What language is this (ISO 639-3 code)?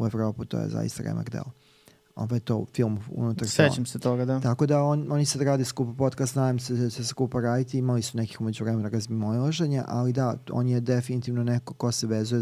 srp